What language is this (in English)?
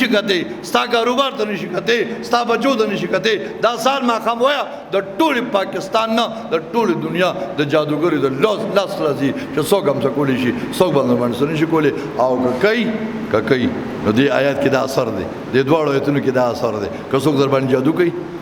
Pashto